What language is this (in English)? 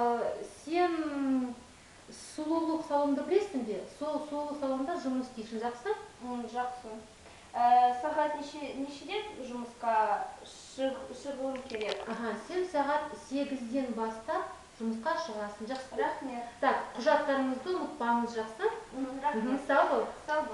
Kazakh